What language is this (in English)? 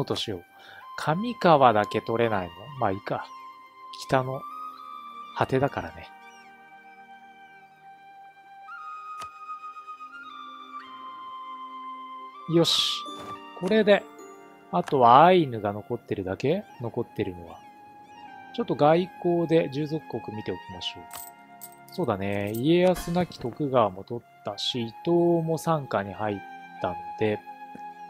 Japanese